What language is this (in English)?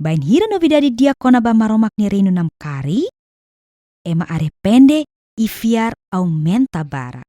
Tetum